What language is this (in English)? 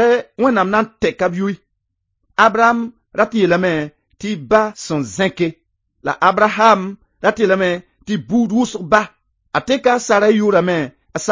Mossi